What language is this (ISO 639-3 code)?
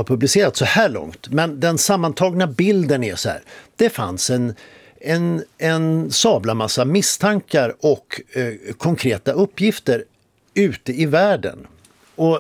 swe